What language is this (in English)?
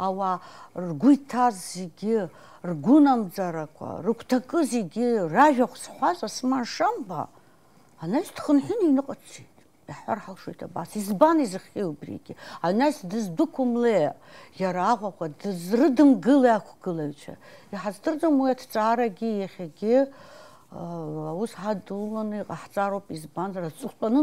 Abkhazian